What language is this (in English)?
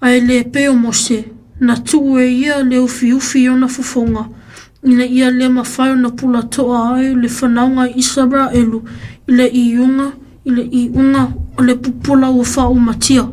Samoan